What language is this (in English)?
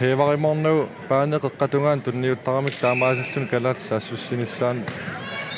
Kalaallisut